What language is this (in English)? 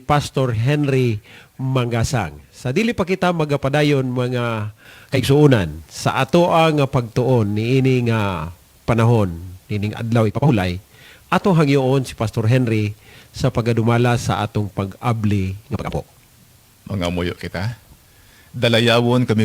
Cebuano